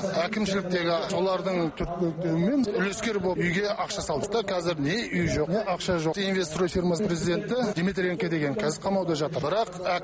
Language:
Kazakh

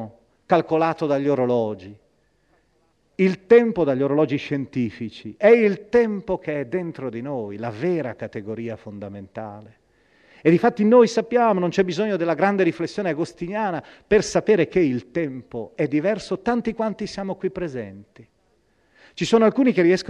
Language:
Italian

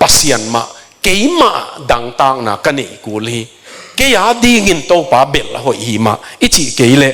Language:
Tedim Chin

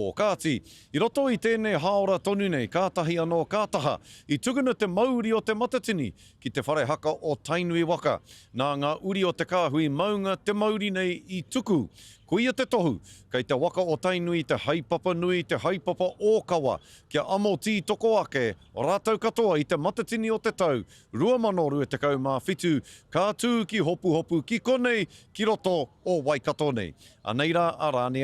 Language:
Māori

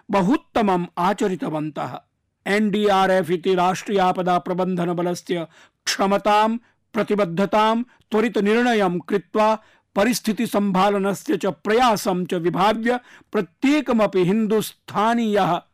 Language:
Sanskrit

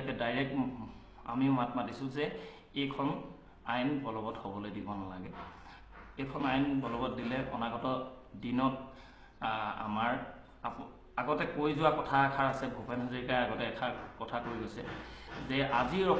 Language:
Assamese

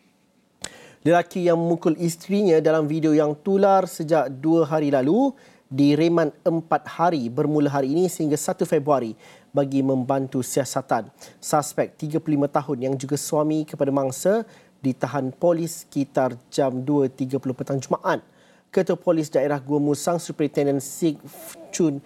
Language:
Malay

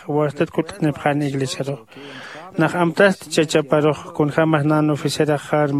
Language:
Aymara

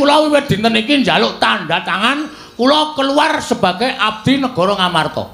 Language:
Javanese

